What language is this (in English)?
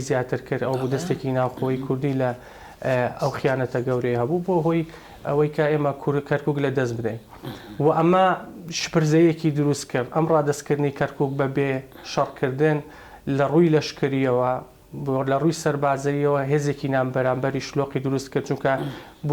Central Kurdish